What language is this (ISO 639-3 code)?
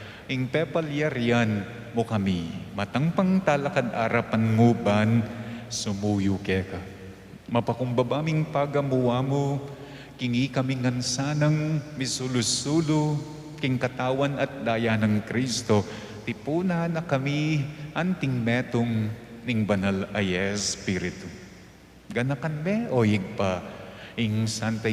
pam